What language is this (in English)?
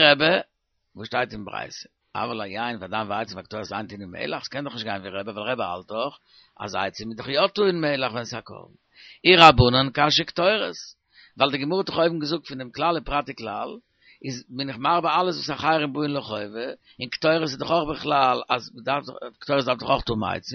Yiddish